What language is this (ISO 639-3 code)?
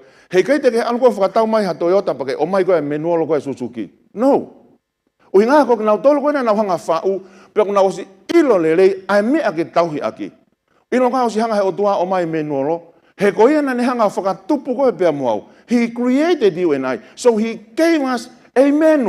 ton